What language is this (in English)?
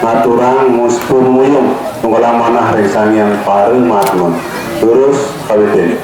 Balinese